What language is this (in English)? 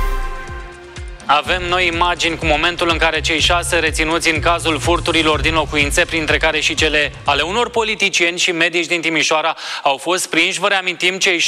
Romanian